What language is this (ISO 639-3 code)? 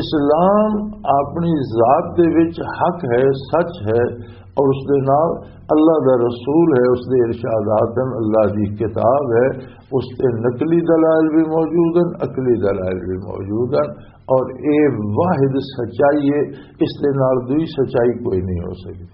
lah